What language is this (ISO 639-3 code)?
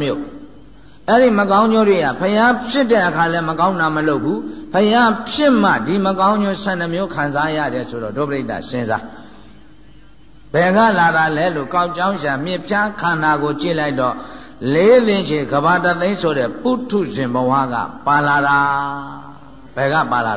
mya